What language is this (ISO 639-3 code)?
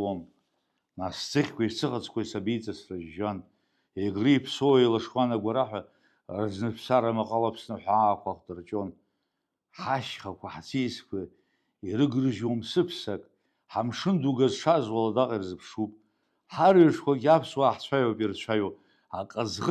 abk